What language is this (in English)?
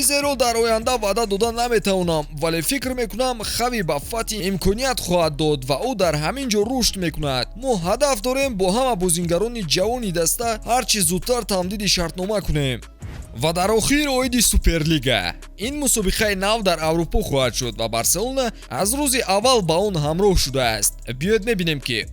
Tajik